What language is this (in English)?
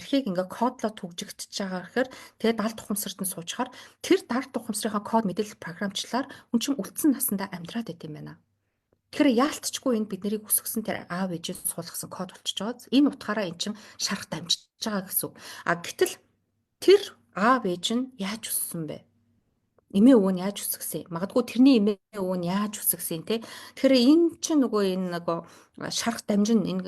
Mongolian